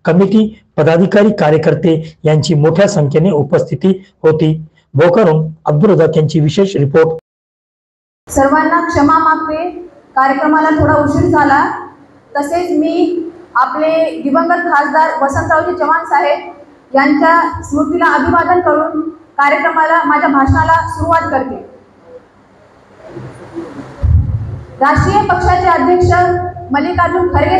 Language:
Marathi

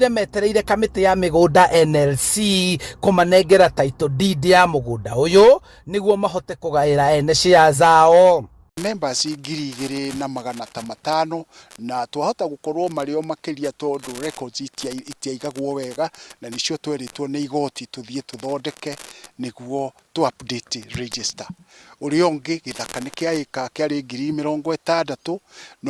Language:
Kikuyu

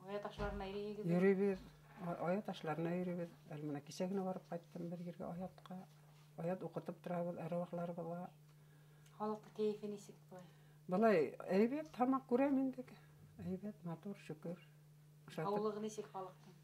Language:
Bashkir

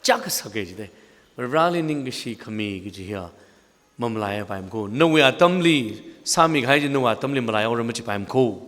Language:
Tangkhul Naga (India)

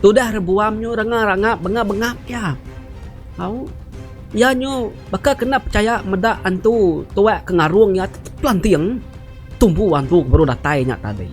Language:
Iban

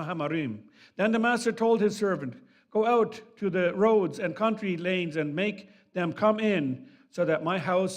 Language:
Plautdietsch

